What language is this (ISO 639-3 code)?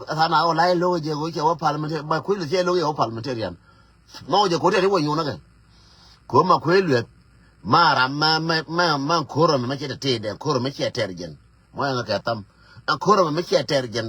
nus